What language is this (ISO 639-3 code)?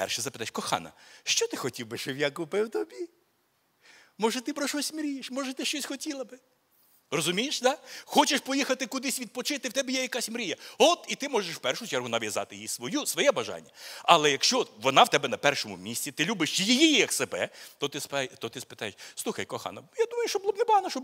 ukr